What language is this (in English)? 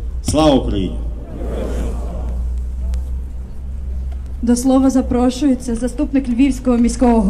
Ukrainian